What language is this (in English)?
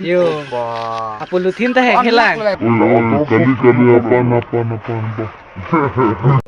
Karbi